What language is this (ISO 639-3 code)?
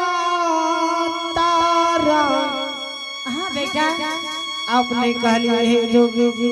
anp